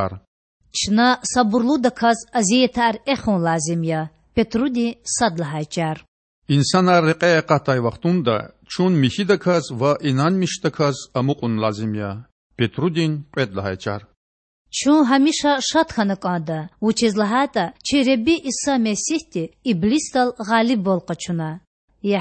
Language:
Lezghian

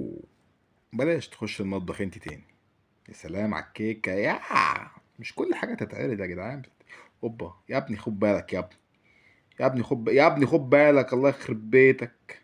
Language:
Egyptian Arabic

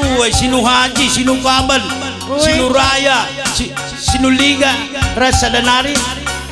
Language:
Batak Karo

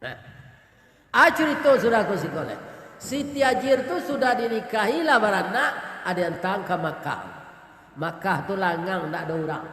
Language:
Minangkabau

